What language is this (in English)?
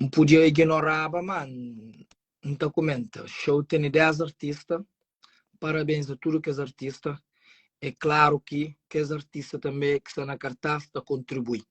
Kabuverdianu